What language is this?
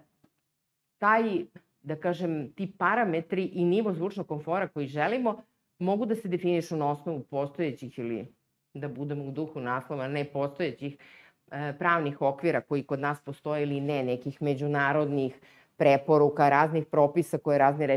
Serbian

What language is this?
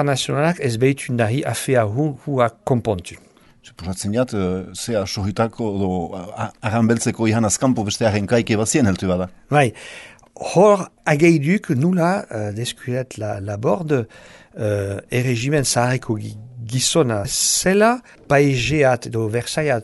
Basque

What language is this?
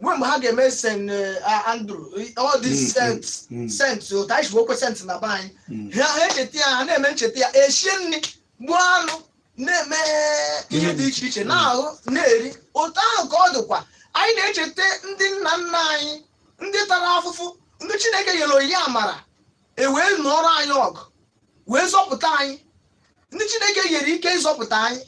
Igbo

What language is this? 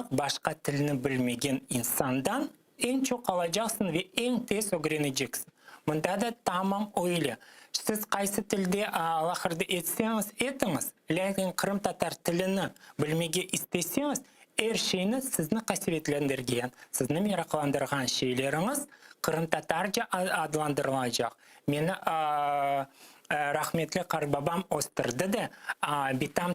Crimean Tatar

